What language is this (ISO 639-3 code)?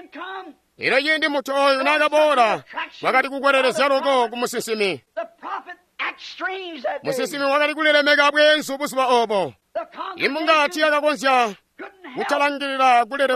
toi